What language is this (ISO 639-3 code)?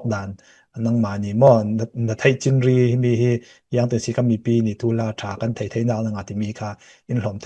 cfm